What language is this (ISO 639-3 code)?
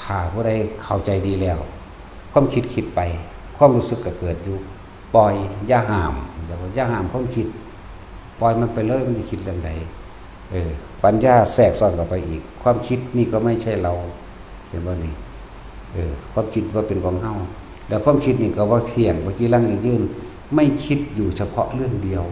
tts